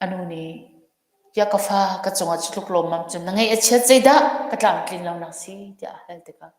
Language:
Hakha Chin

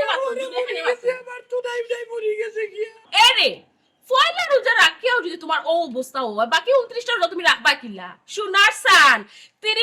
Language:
Sylheti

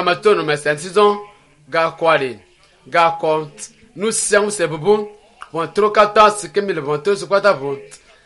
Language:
Ewe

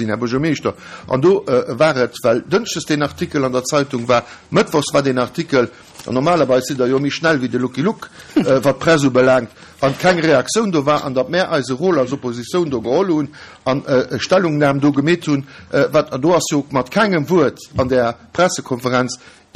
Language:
Luxembourgish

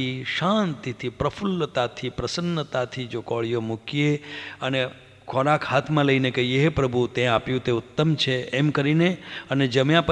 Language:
Gujarati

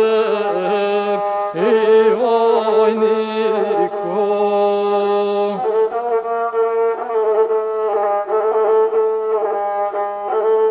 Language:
Croatian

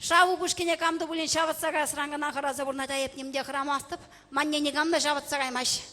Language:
Chuvash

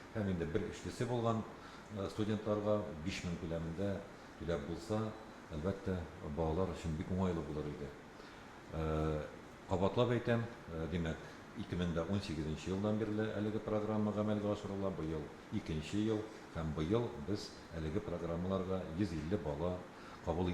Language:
Tatar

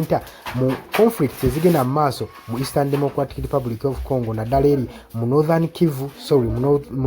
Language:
Ganda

